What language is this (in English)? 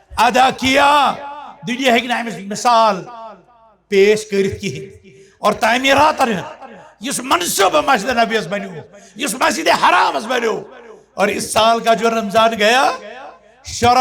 Kashmiri